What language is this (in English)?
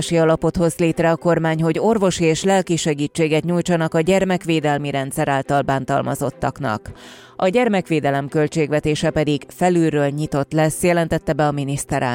Hungarian